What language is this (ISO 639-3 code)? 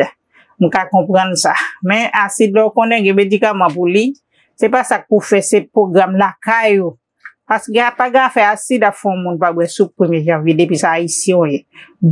hat